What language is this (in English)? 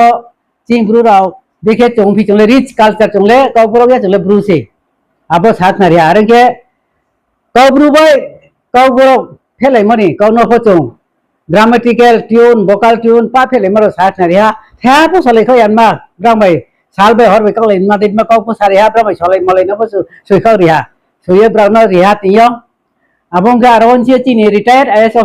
Riang (India)